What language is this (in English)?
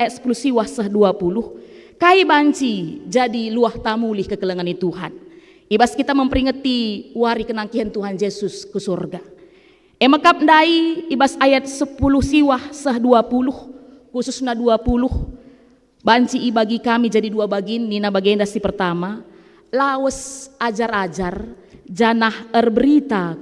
Batak Karo